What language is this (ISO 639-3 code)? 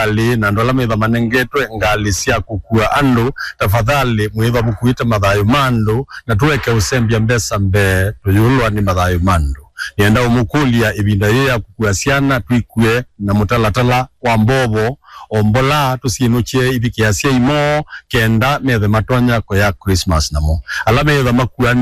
kam